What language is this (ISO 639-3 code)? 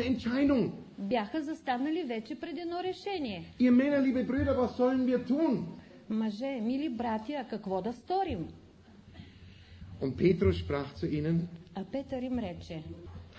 bul